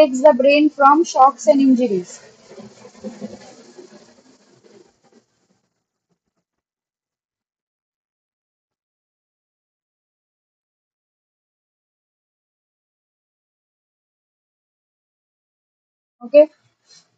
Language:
Bangla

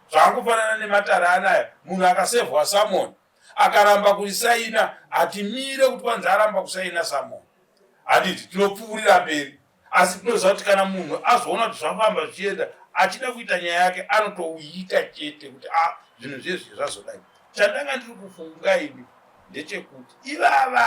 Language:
Shona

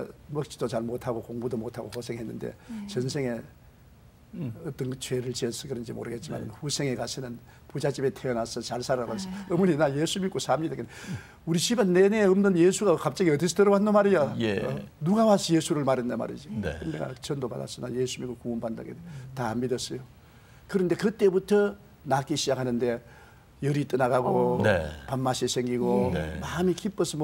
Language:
Korean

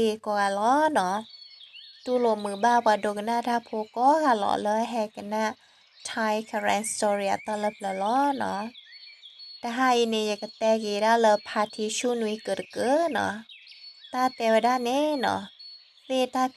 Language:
S'gaw Karen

